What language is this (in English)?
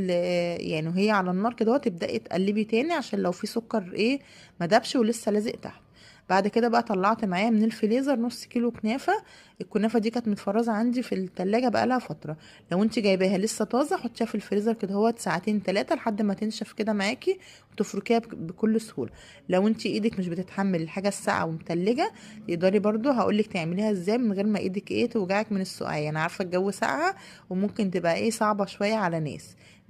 Egyptian Arabic